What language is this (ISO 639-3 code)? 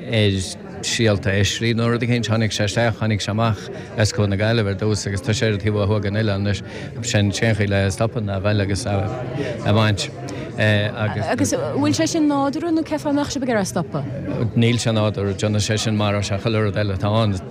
gle